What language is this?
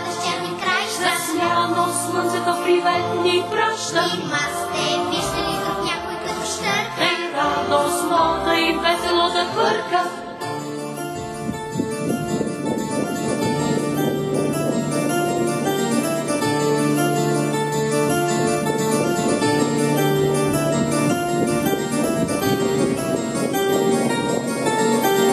Bulgarian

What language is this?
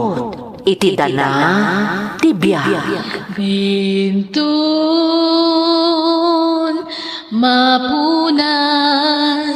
Iloko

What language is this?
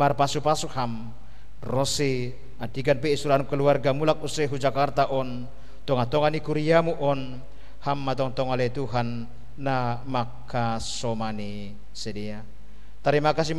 Batak Simalungun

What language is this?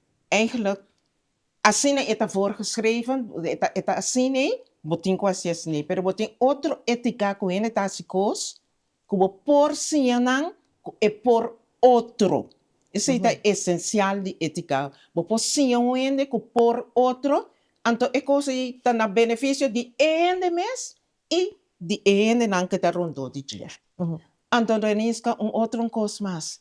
Papiamento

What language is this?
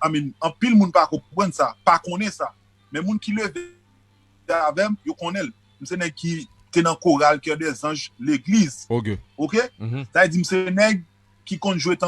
Haitian Creole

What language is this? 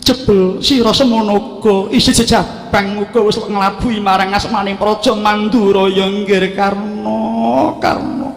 Javanese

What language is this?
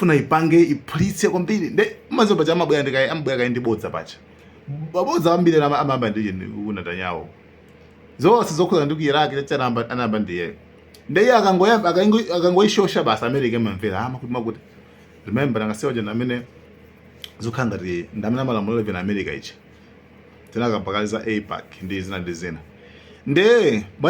Nyanja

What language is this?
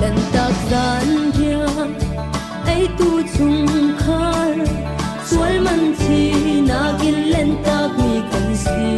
Falam Chin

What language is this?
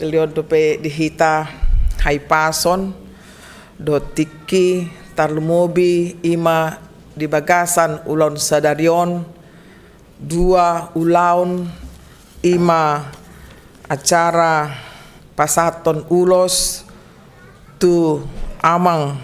Batak Toba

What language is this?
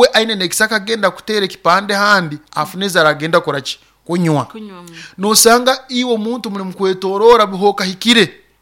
Nyoro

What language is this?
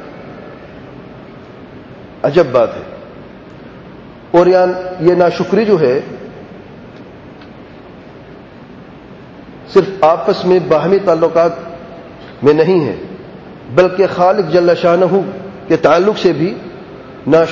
Urdu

